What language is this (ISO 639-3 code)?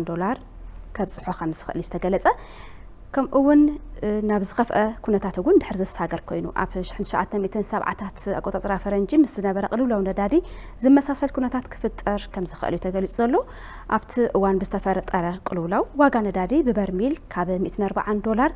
tir